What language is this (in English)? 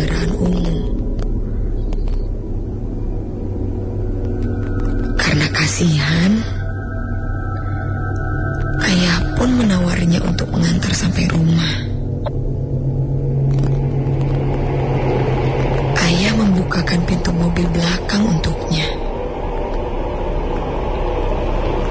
Indonesian